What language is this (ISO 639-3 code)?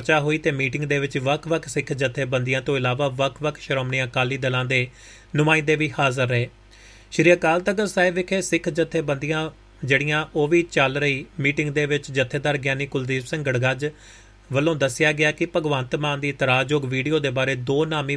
pan